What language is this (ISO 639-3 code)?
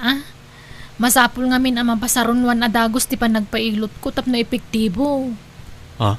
ilo